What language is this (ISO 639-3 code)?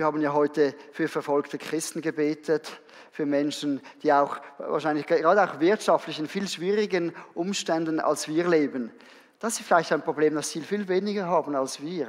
gsw